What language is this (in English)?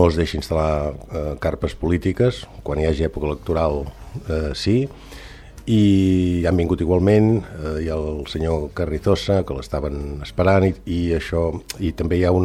Catalan